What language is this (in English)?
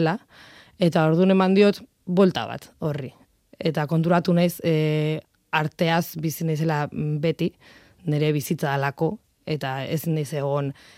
Basque